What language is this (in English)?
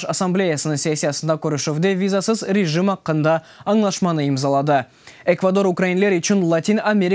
Crimean Tatar